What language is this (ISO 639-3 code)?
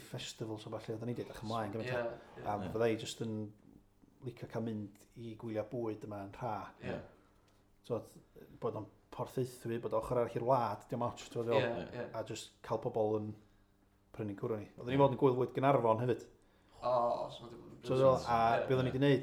cym